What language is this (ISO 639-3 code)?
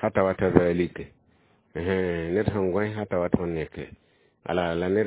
mos